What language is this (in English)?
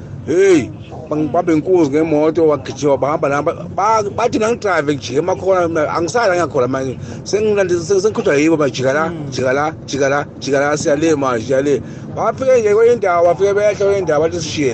South Ndebele